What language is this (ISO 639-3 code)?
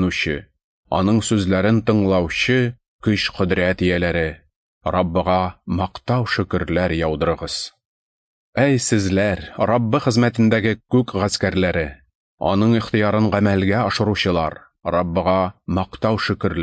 tat